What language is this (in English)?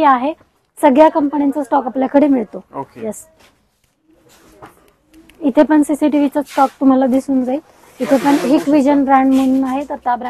Marathi